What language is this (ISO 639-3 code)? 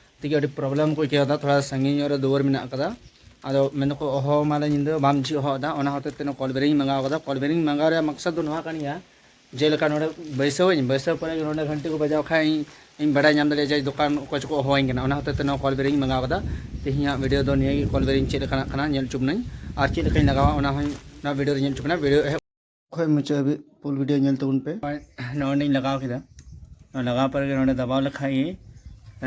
sat